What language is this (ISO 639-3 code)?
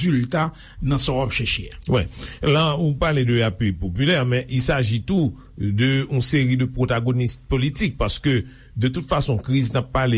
hat